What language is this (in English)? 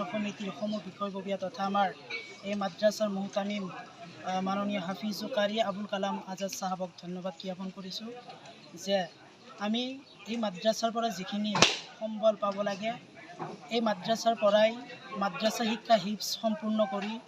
Assamese